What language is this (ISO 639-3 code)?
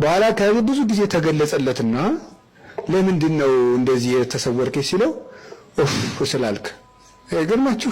amh